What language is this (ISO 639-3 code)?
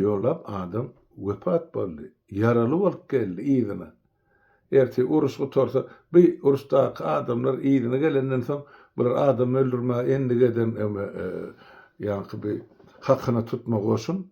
tuk